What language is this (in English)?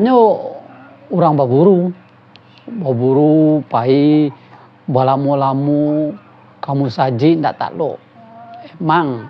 Minangkabau